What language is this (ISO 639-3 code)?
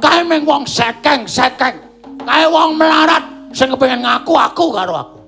jav